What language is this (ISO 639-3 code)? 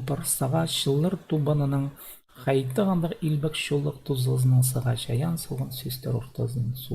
kjh